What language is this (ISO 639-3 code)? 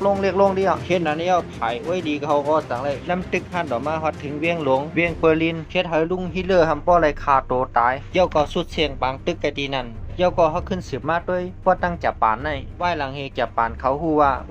shn